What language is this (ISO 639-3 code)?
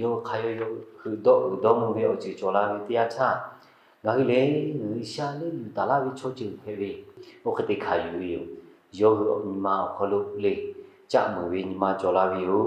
lhu